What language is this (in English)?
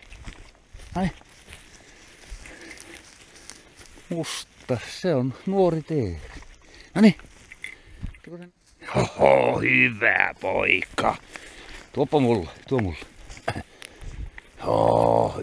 Finnish